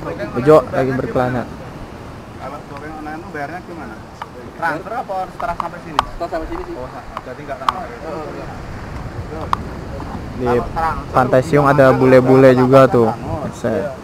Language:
Indonesian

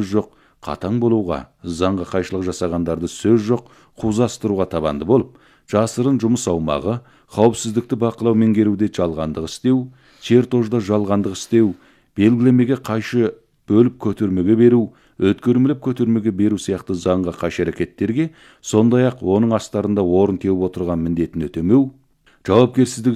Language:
Kazakh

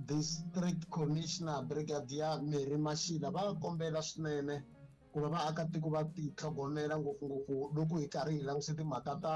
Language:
Tsonga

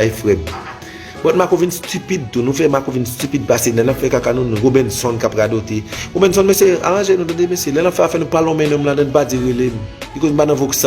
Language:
Haitian Creole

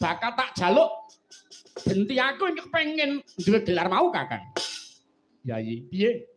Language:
Javanese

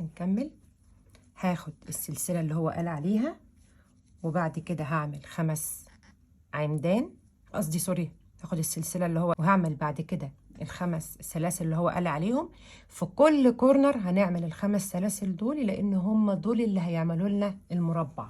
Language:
Egyptian Arabic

